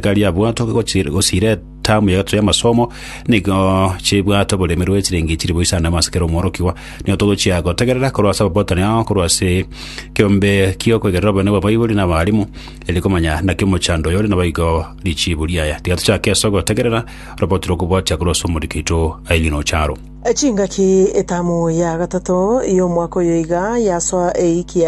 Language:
Gusii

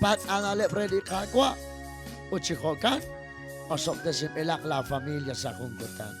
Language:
Kekchí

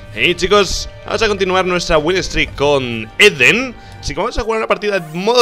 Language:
Spanish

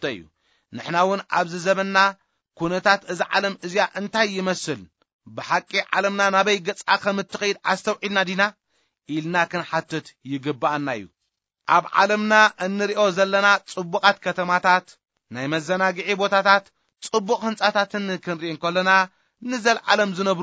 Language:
Tigrinya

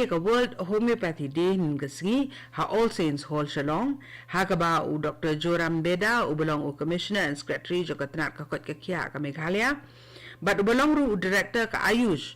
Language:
Khasi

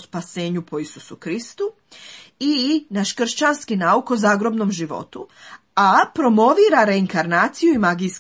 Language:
Croatian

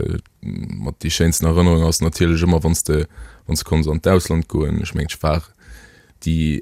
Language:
Luxembourgish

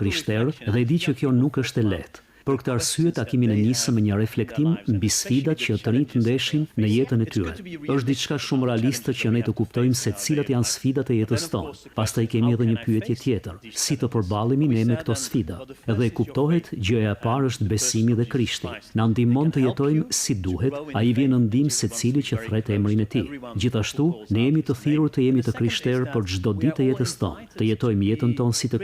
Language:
Albanian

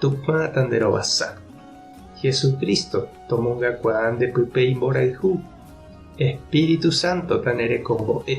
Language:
Guarani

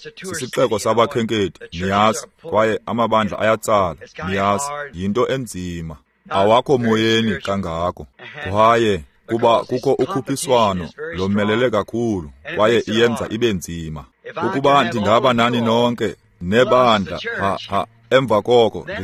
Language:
Xhosa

